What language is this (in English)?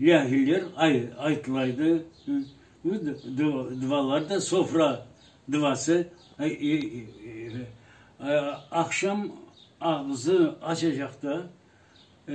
Crimean Tatar